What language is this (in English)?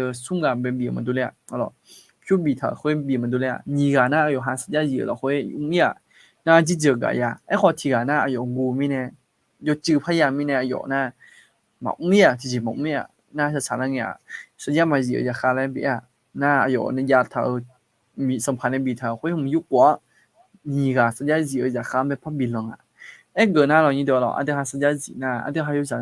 Akha